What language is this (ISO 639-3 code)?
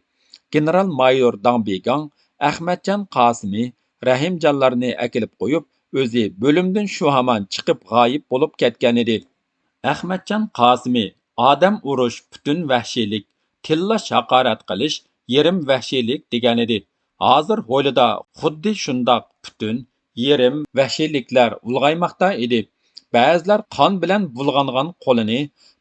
uig